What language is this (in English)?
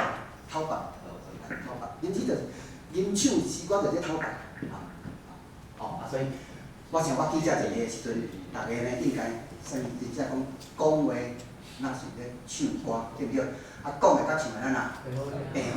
Min Nan Chinese